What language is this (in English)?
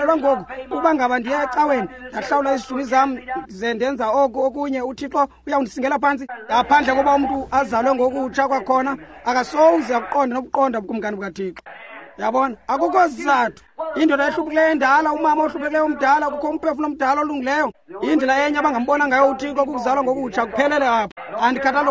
Xhosa